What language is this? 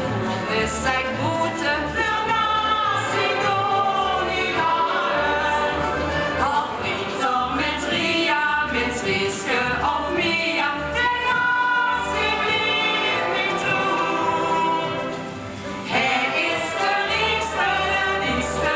Limburgish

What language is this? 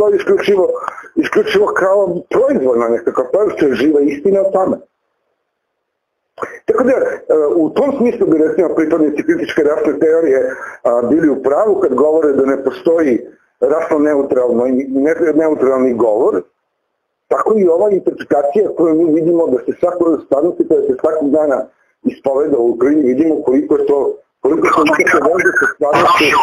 Serbian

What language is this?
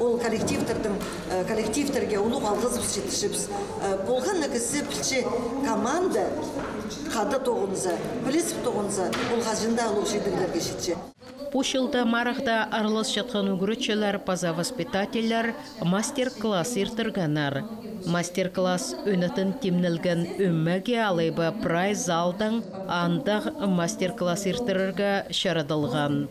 Khakas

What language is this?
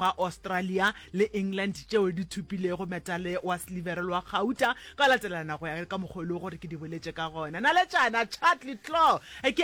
Northern Sotho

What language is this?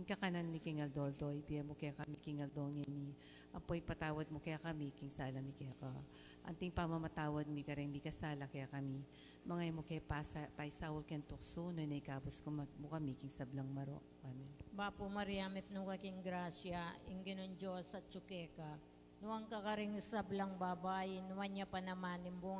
Pampanga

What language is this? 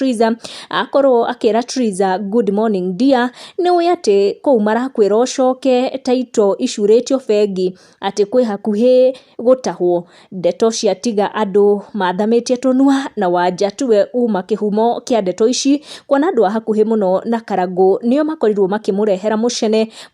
Kikuyu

